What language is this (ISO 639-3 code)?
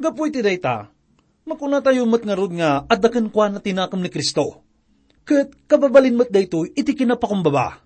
ilo